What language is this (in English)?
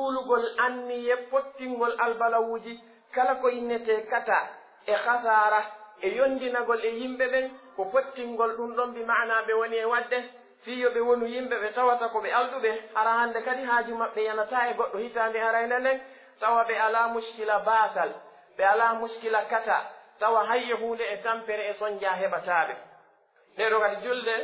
Pular